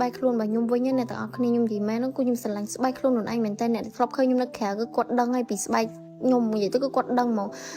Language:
Khmer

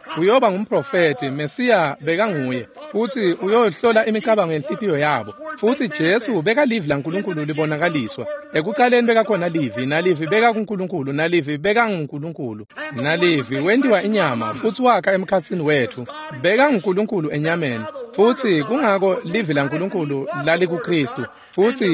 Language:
Swati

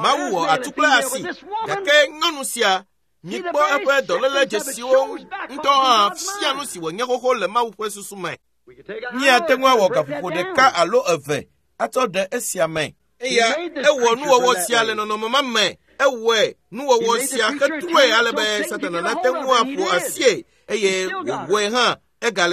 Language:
Ewe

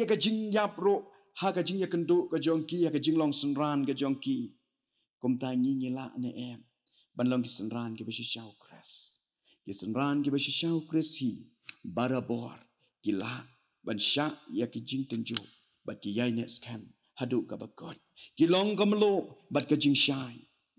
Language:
Khasi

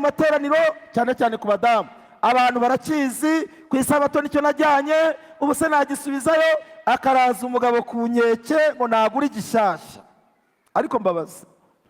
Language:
Kinyarwanda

